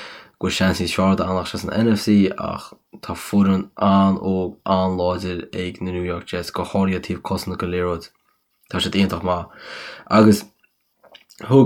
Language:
Irish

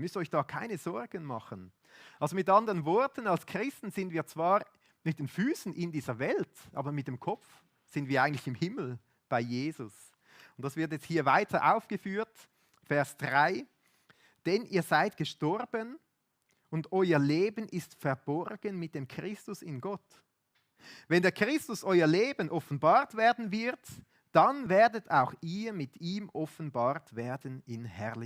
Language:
Swiss German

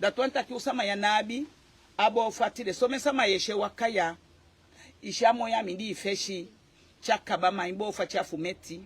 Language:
Eastern Maroon Creole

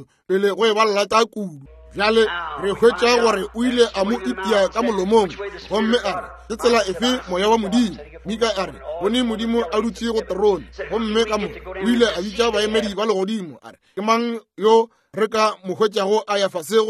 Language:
Northern Sotho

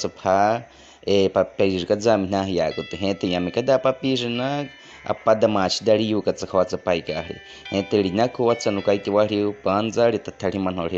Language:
Baniwa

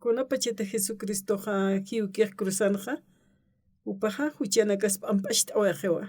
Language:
Aymara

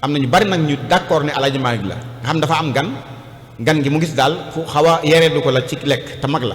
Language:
Wolof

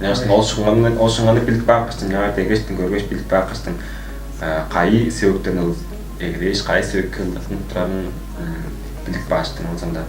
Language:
Tuvinian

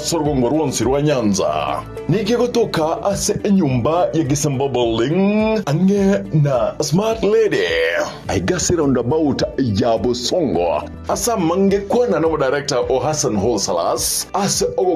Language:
Gusii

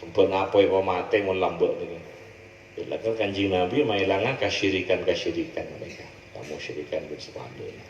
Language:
Madurese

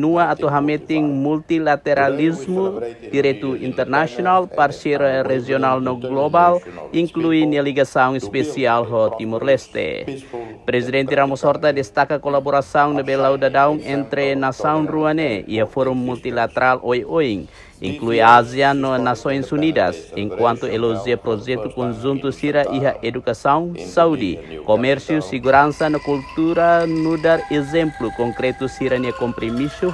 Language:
Tetum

